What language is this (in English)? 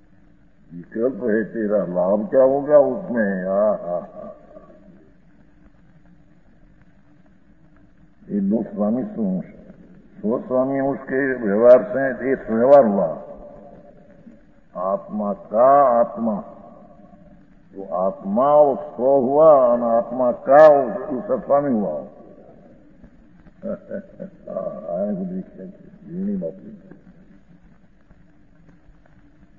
Hindi